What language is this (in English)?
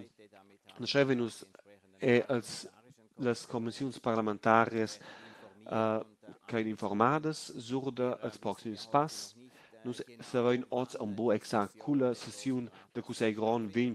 Romansh